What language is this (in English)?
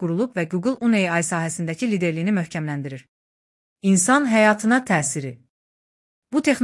Azerbaijani